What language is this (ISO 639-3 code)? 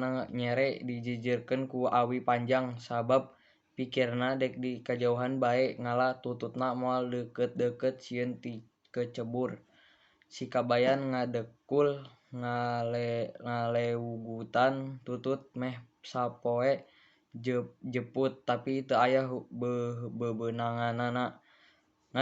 sun